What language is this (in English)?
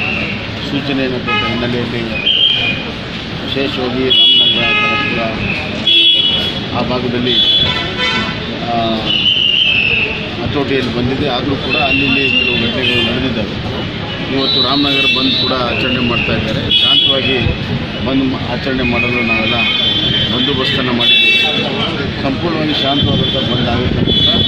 Kannada